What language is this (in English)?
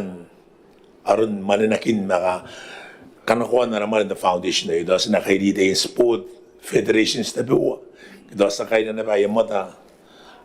Gilbertese